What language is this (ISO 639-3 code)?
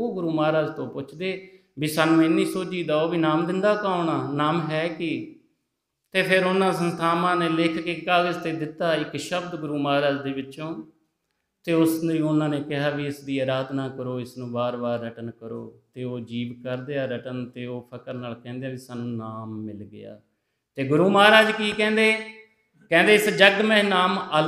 pan